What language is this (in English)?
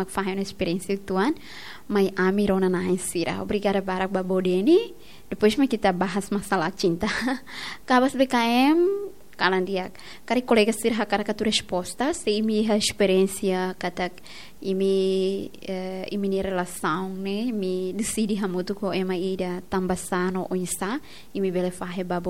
Tetum